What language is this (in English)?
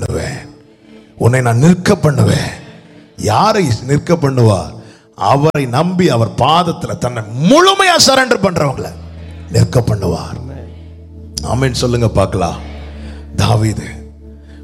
Tamil